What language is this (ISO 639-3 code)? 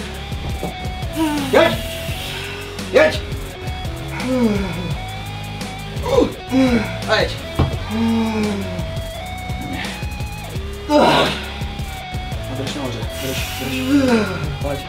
ces